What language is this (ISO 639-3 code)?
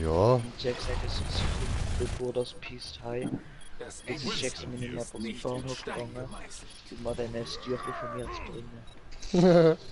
gsw